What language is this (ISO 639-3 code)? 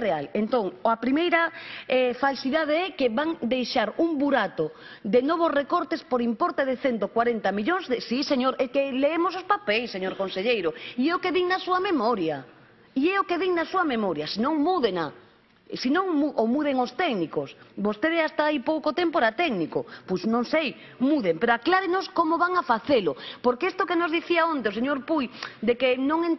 glg